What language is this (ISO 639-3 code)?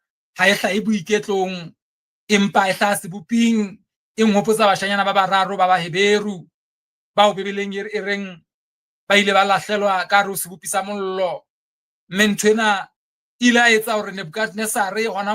sot